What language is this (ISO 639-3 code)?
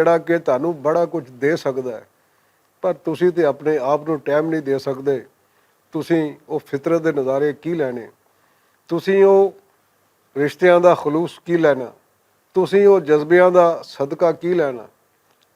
lah